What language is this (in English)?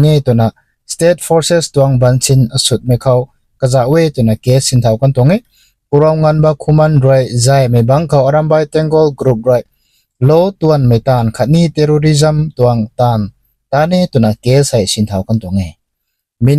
Rongmei Naga